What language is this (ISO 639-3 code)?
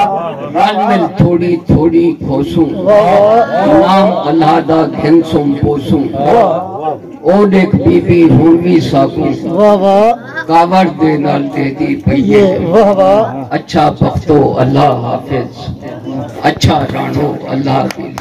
skr